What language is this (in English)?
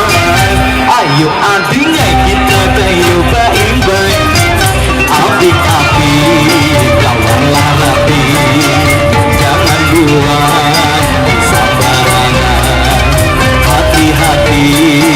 Banjar